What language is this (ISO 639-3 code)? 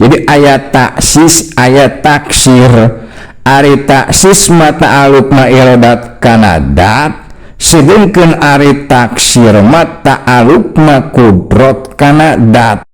sun